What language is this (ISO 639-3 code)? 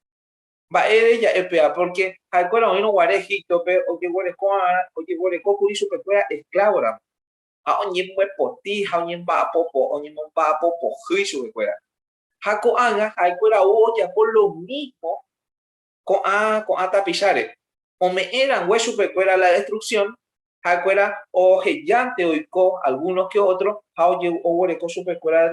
grn